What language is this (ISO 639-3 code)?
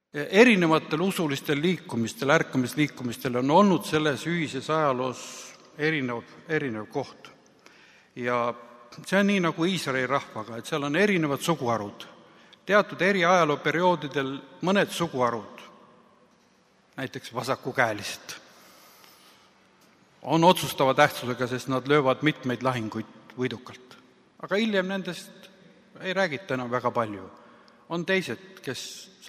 est